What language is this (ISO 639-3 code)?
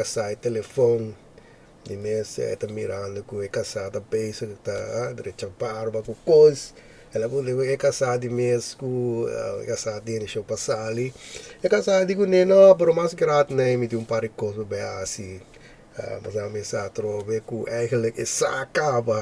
pap